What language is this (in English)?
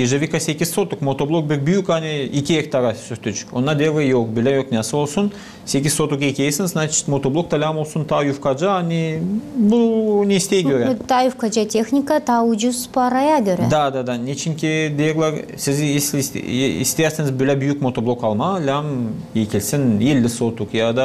Gagauz